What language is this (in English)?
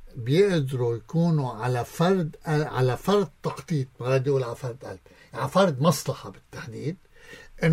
North Levantine Arabic